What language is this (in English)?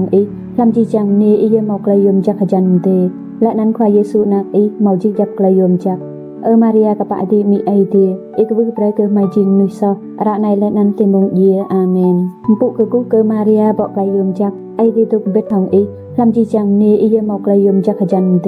Rade